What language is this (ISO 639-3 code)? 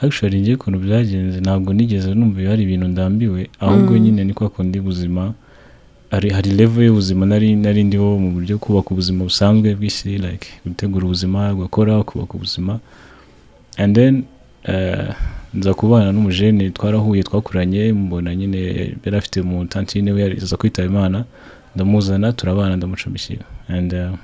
kin